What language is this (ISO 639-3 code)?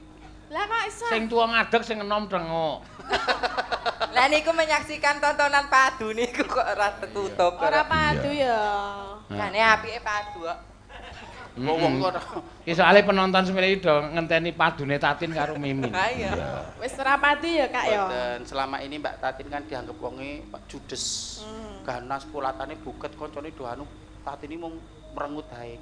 jav